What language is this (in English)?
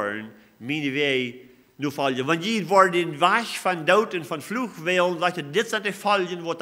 Plautdietsch